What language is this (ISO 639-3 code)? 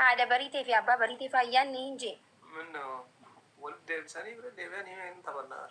orm